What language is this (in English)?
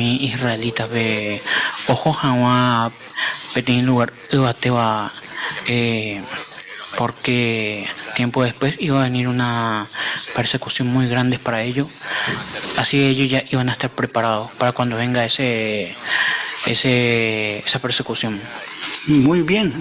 Guarani